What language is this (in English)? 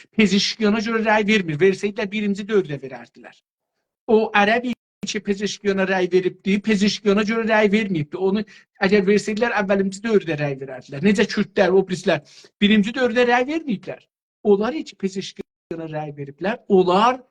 South Azerbaijani